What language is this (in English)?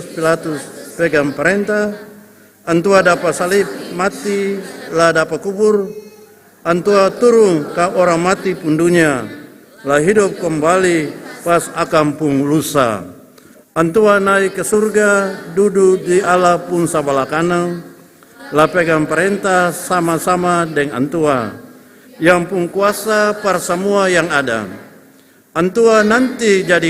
Ambonese Malay